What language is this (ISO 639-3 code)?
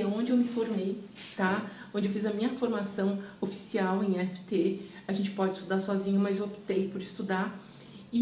por